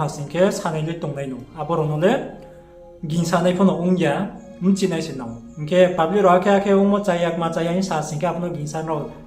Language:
Riang (India)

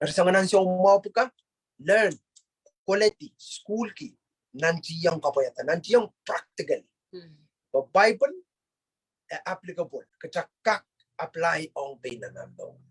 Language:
Pohnpeian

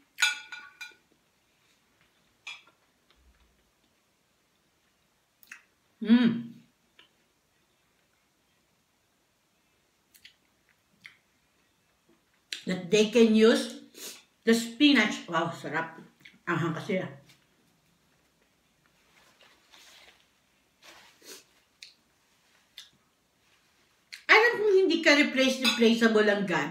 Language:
Filipino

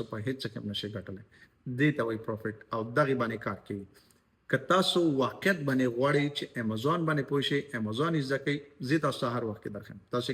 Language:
Pashto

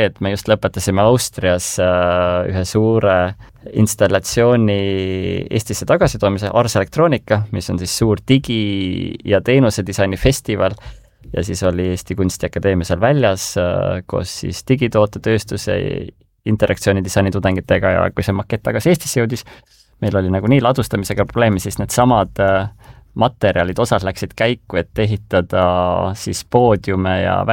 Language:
Estonian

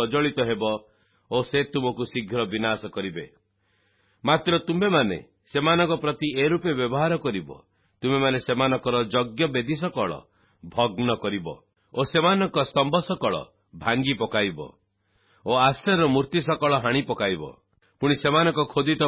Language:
Odia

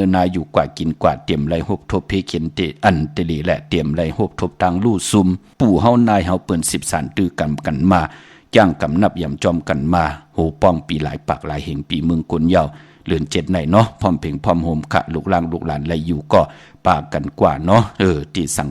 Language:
Shan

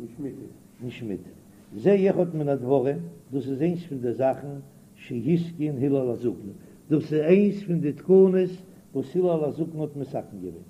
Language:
Yiddish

